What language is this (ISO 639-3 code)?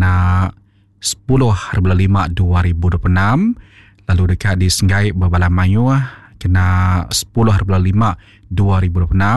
iba